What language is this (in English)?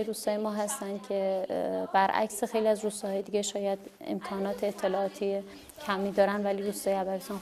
Persian